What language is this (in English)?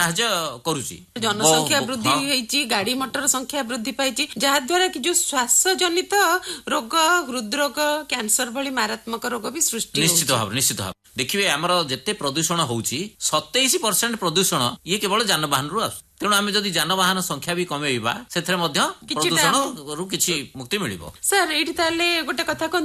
Odia